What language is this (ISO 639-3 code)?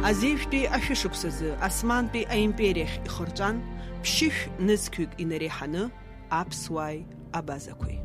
abk